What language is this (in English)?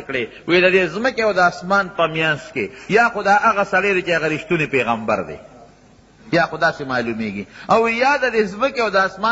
Pashto